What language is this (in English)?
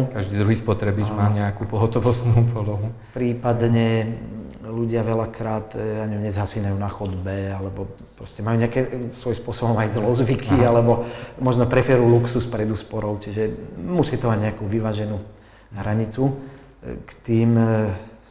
Slovak